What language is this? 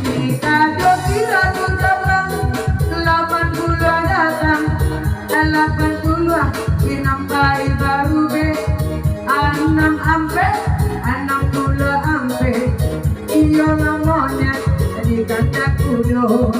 Minangkabau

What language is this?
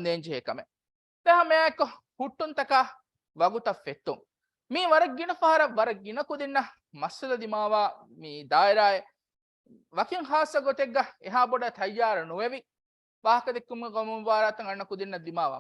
Divehi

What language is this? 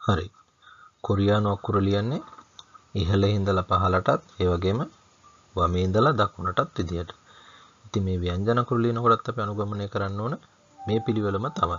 Sinhala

